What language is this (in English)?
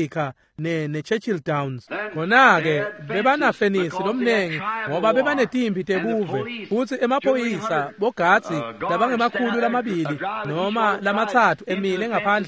Swati